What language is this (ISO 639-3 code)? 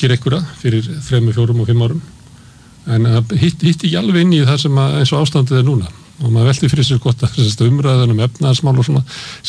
isl